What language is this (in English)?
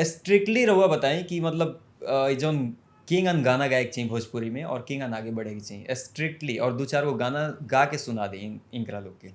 Bhojpuri